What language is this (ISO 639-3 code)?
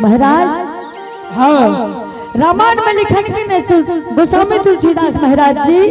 anp